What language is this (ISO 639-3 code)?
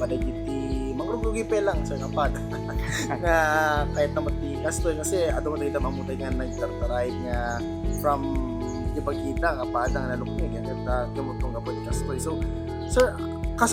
ilo